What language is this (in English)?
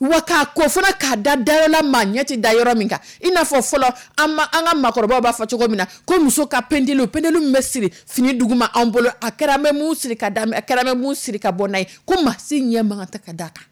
Dyula